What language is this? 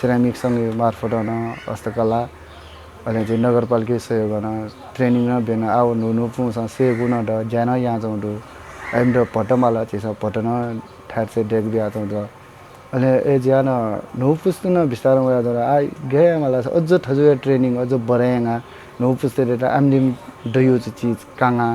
Newari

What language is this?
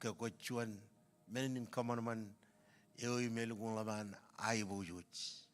Marshallese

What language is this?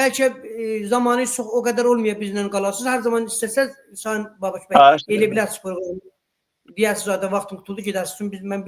Azerbaijani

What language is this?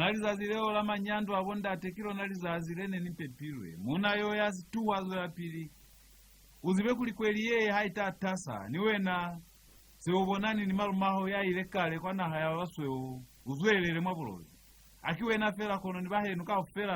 Lozi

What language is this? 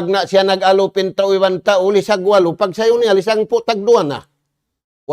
Tausug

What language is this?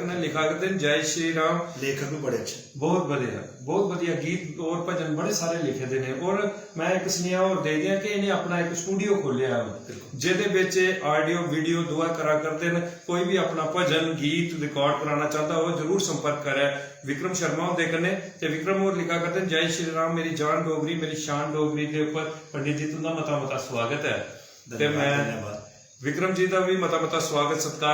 Dogri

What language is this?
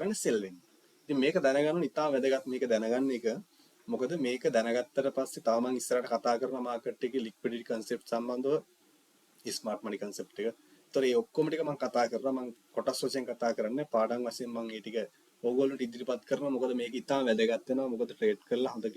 Sinhala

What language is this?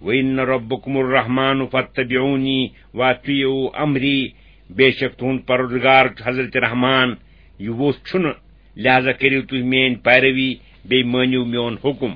Kashmiri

